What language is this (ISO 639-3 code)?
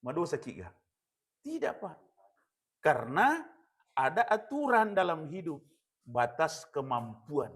bug